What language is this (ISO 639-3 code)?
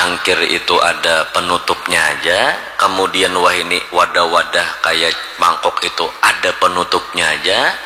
bjn